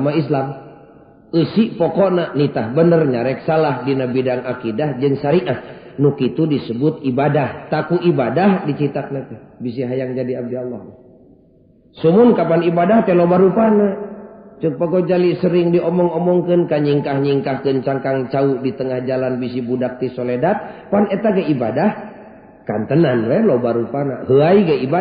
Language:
Sundanese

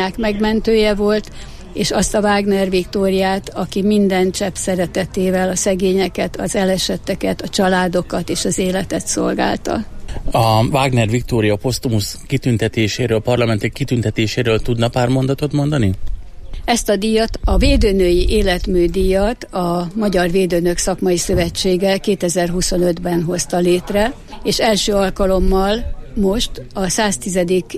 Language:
Hungarian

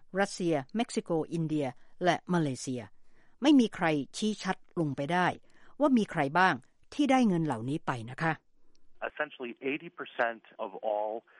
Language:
Thai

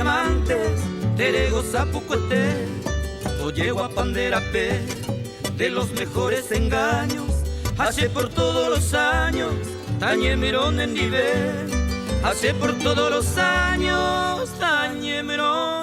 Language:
Guarani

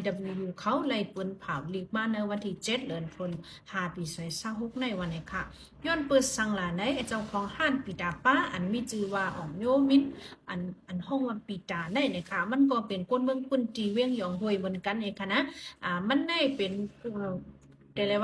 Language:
Shan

